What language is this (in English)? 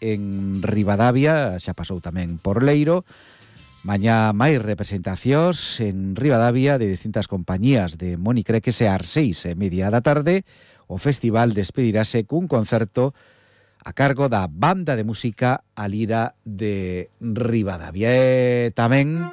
Galician